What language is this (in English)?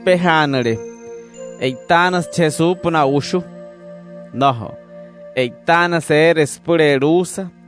Wayuu